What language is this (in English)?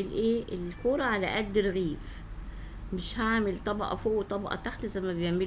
Egyptian Arabic